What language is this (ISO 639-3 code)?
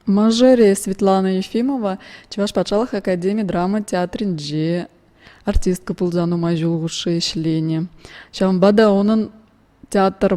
chv